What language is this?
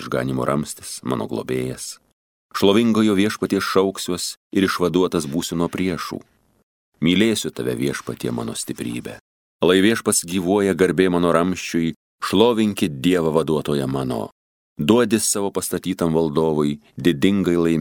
Lithuanian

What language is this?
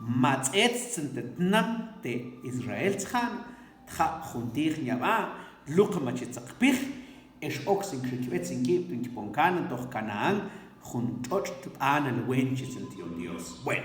Mam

